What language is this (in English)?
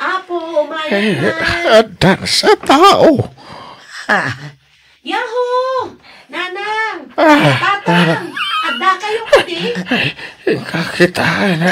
Iloko